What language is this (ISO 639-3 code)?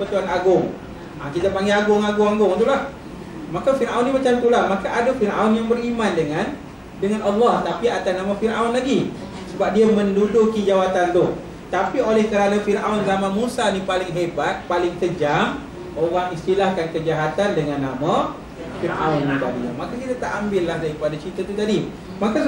msa